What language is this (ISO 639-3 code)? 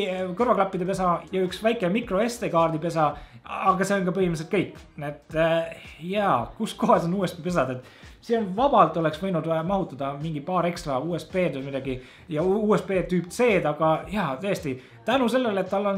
est